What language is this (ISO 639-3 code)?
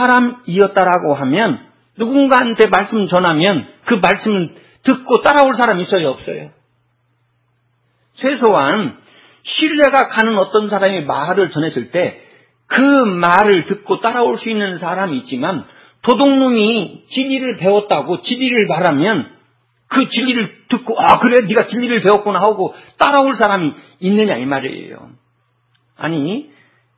kor